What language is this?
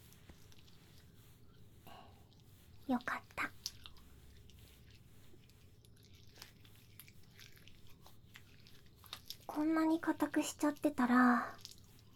Japanese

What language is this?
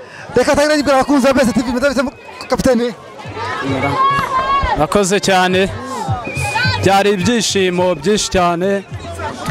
Kinyarwanda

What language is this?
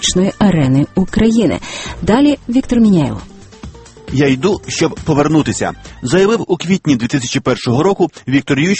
Ukrainian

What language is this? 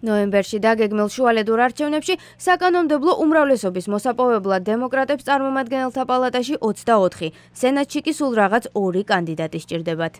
Georgian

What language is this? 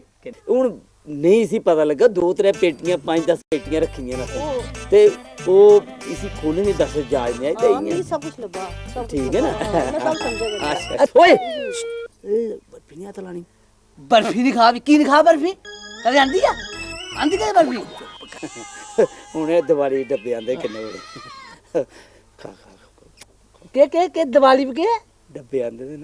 Dogri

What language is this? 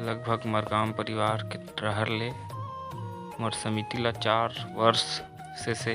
Chhattisgarhi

